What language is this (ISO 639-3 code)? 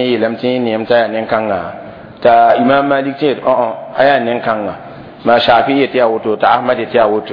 mos